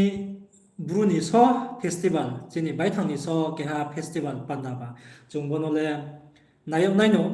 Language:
Riang (India)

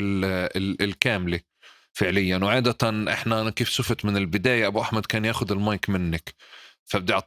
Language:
North Levantine Arabic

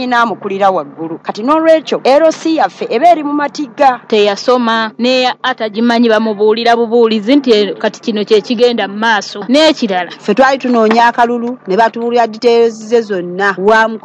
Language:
Ganda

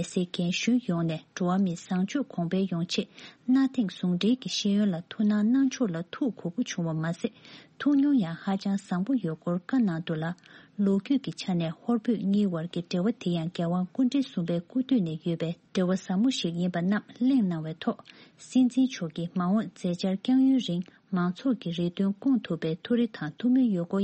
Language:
Tibetan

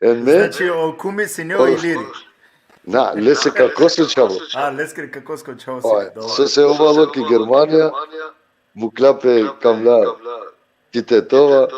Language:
Balkan Romani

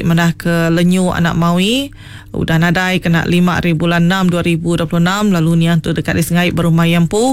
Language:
Iban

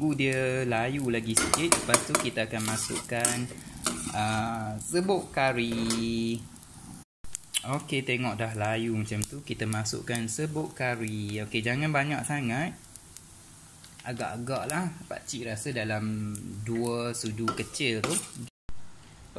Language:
Malay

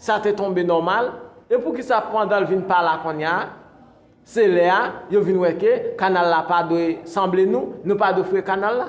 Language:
Haitian Creole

